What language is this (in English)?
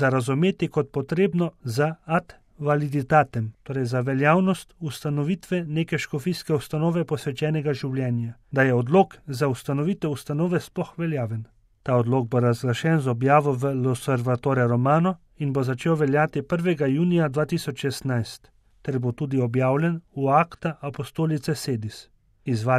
Slovenian